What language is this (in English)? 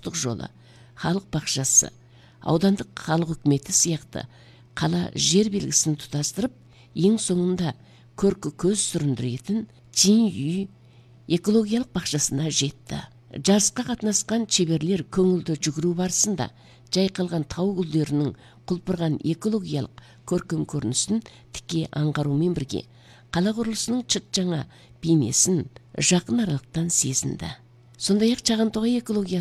Kazakh